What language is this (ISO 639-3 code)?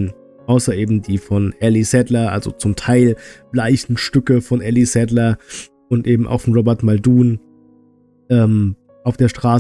deu